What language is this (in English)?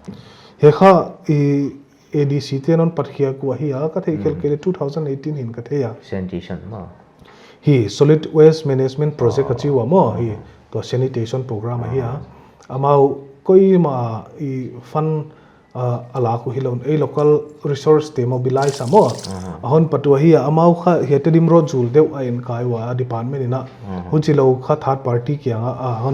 Paite Chin